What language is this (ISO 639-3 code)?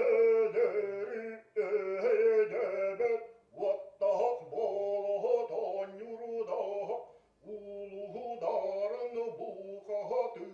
sah